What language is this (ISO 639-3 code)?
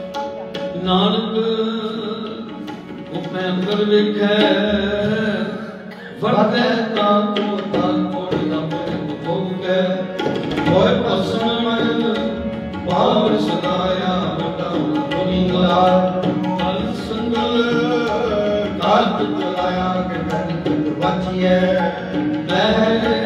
pan